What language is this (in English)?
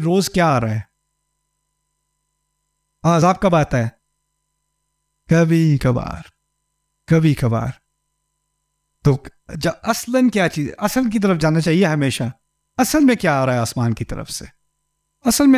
Urdu